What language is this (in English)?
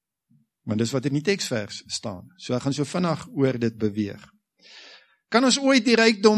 Afrikaans